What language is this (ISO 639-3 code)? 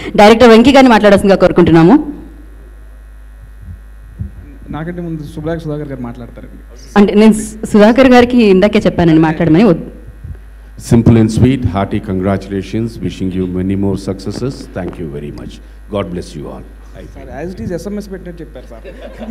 tel